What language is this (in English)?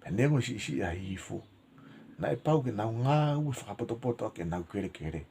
Tongan